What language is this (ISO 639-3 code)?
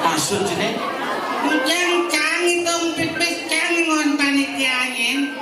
ban